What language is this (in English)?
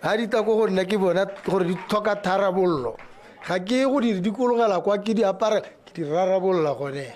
Tswana